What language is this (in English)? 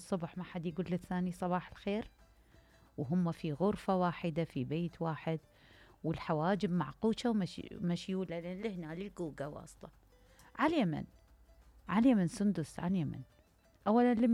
Mesopotamian Arabic